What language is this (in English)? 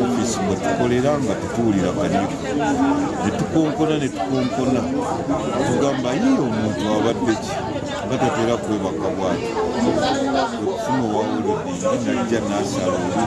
Ganda